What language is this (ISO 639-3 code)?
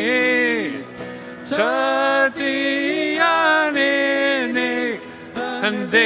cym